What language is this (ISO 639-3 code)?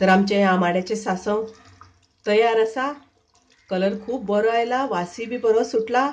kok